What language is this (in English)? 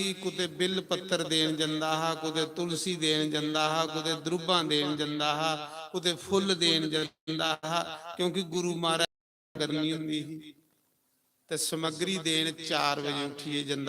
Dogri